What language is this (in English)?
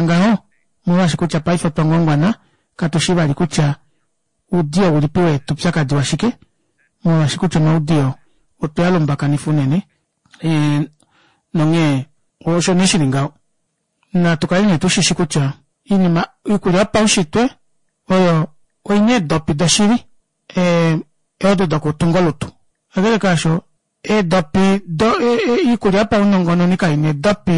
Kuanyama